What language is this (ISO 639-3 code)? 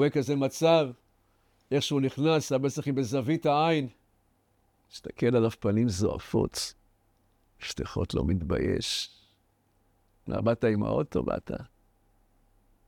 heb